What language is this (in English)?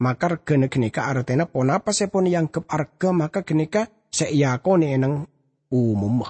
Madurese